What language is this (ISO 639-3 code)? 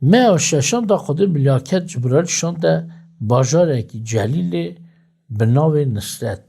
kur